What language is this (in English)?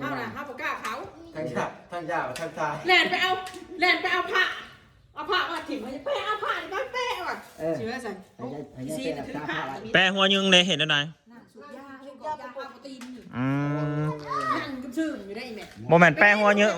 Northeastern Thai